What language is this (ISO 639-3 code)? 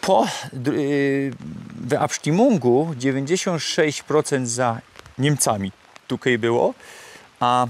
szl